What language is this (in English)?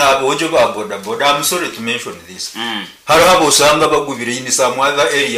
Nyankole